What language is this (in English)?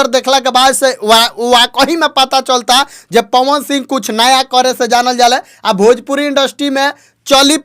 Bhojpuri